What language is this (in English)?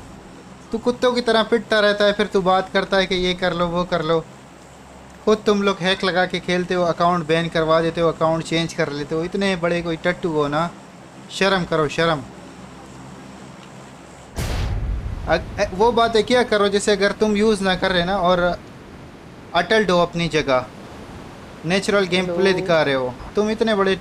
Hindi